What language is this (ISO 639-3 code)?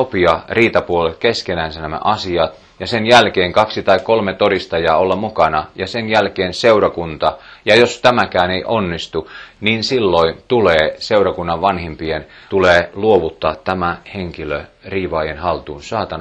fin